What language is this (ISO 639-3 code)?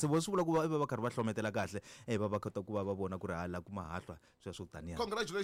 tso